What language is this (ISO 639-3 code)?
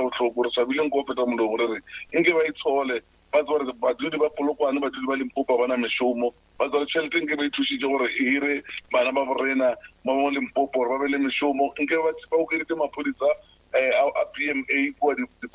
nso